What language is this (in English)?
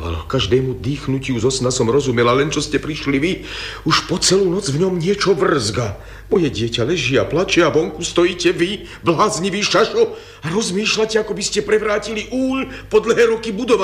Slovak